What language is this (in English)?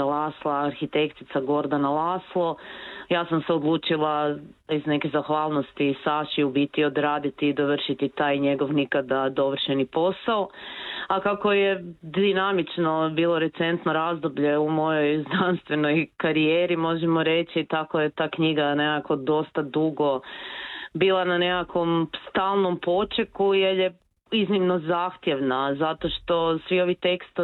Croatian